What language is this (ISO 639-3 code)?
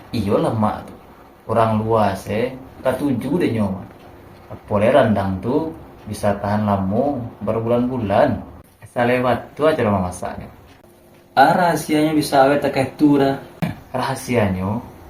min